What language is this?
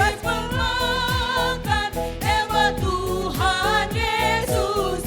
Batak Karo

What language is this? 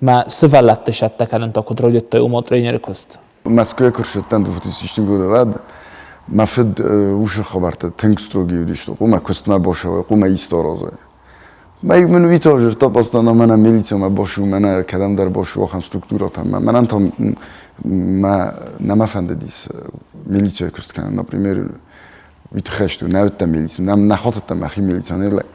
Ossetic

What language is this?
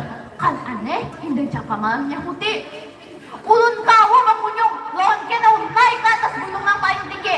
Banjar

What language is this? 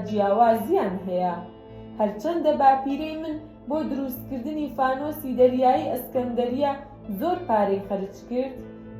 Central Kurdish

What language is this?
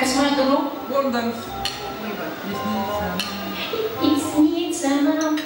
Kara-Kalpak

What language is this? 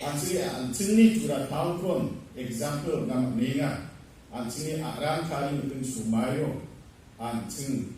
Garo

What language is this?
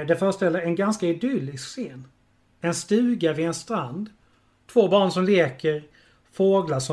Swedish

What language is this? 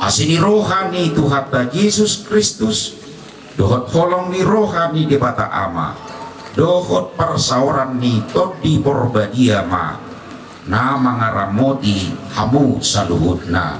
Batak Toba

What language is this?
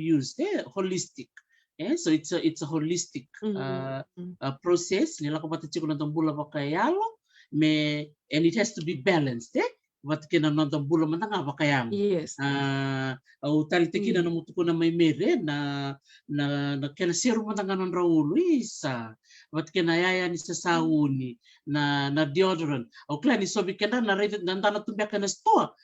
Fijian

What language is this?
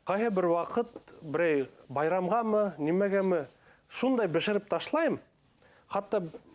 Bashkir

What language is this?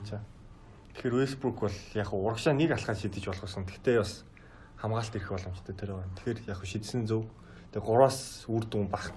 Mongolian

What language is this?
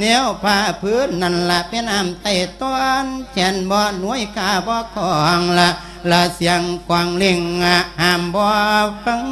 Lao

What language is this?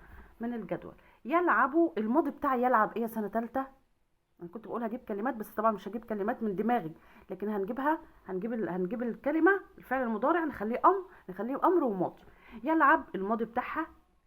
Egyptian Arabic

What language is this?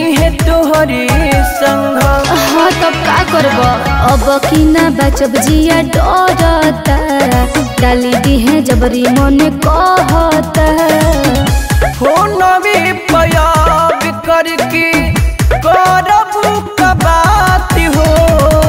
Bhojpuri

